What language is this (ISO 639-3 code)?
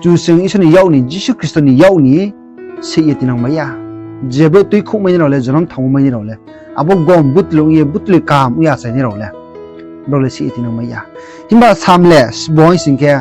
ria